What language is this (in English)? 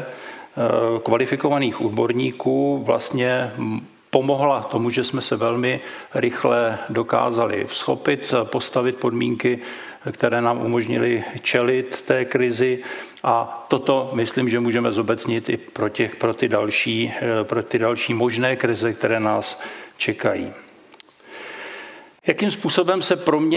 Czech